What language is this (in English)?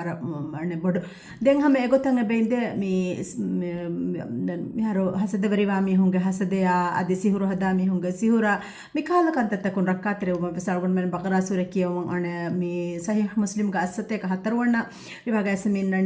Divehi